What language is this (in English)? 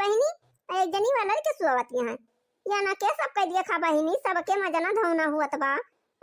Awadhi